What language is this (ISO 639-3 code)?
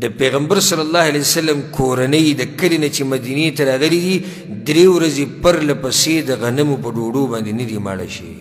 pus